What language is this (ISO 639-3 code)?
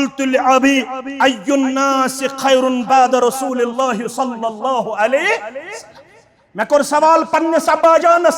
kas